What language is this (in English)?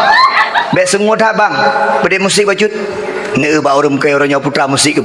Achinese